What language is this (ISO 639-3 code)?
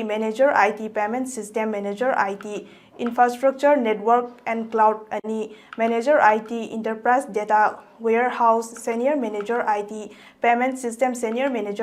mni